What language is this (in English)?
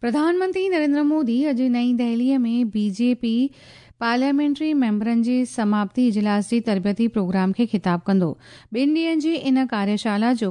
Sindhi